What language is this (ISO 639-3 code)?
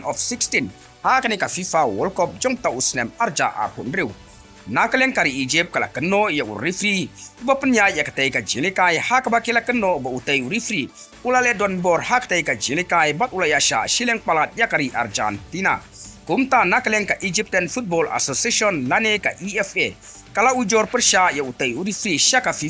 kha